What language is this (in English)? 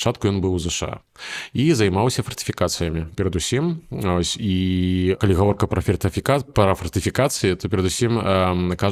Belarusian